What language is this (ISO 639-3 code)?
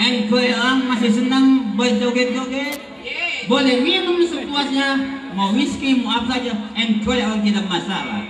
bew